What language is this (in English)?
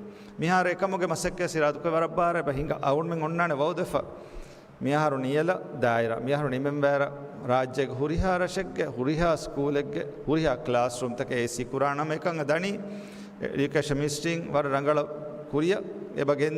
Divehi